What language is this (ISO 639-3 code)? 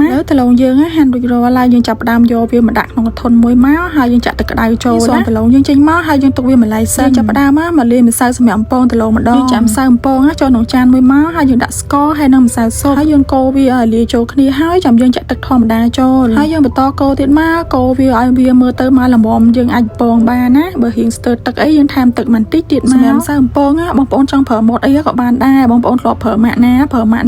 khm